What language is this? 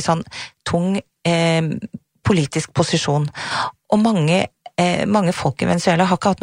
Norwegian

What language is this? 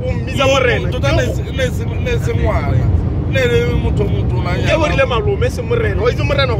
Tswana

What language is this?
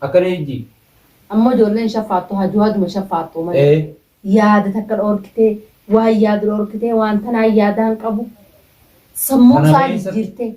Oromo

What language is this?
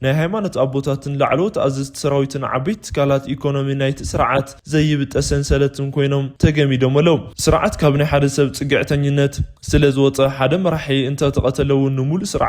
Tigrinya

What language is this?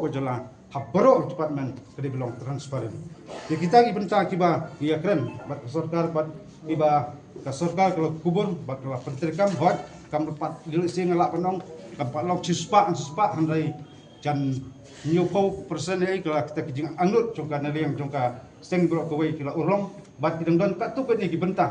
Khasi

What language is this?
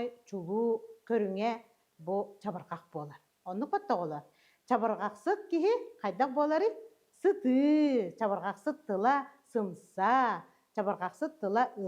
Yakut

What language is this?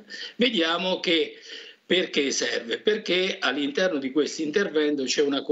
Italian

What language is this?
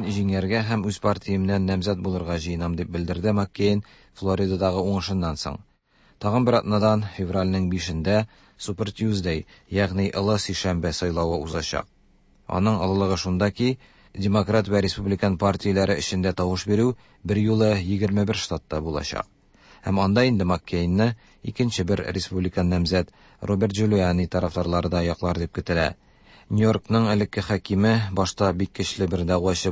Tatar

